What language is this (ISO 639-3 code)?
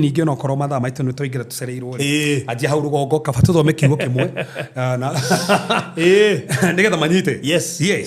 kik